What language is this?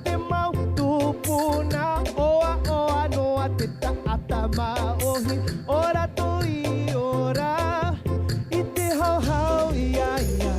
Tahitian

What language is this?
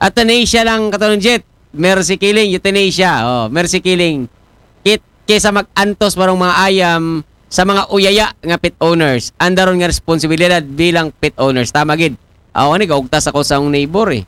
Aklanon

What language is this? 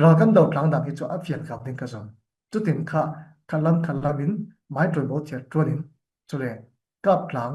Falam Chin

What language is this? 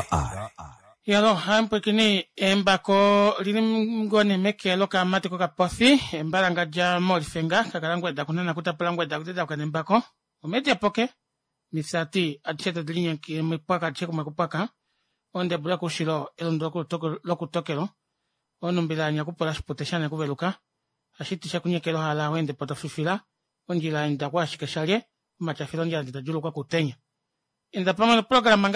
Kuanyama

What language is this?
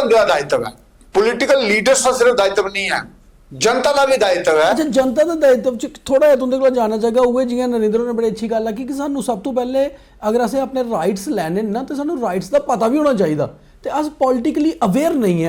Dogri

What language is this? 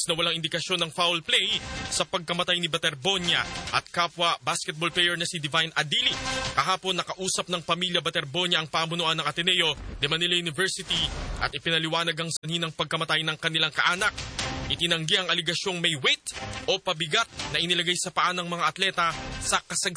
Filipino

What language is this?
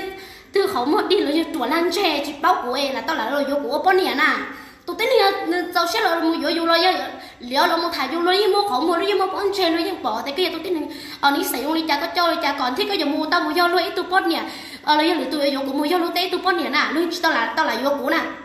Hmong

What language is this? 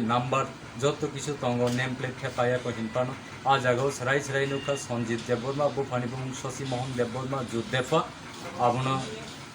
Kok Borok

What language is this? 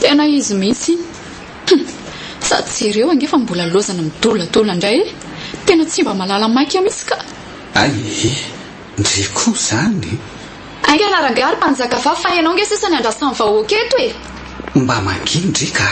Malagasy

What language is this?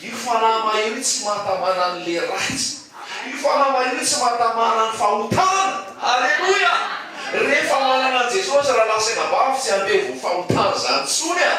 Malagasy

